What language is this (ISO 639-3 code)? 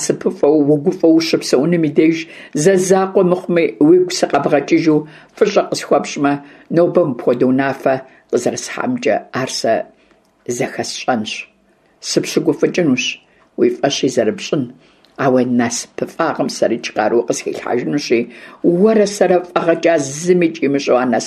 kbd